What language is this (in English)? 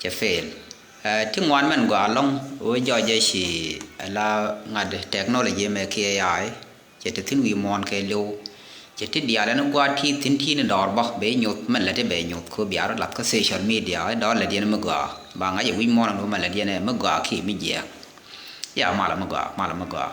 Nuer